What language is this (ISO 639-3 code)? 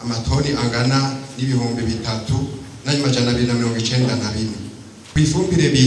run